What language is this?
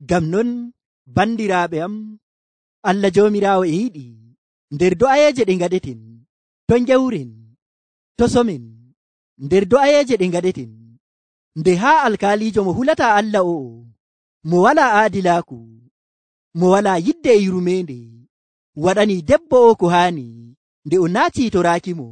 Nigerian Fulfulde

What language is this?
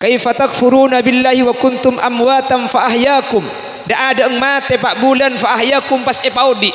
Madurese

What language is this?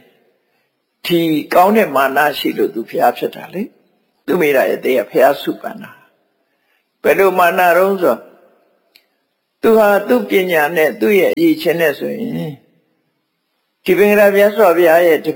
Burmese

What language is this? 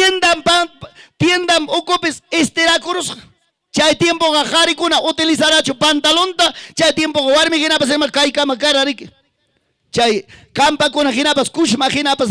Ayacucho Quechua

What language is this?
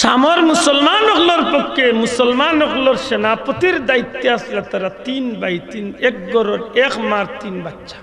Sylheti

